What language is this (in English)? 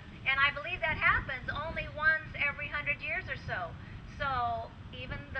English